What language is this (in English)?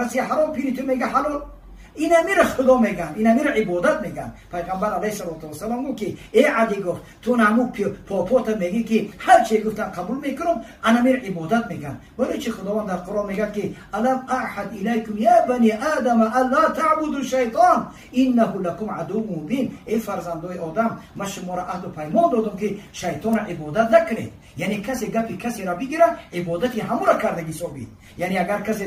Tajik